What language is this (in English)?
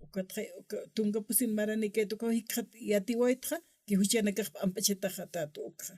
Aymara